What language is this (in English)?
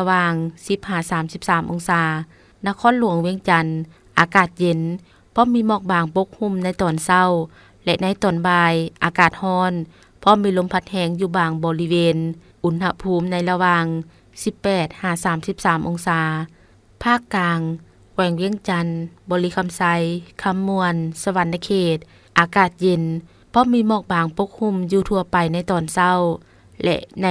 Lao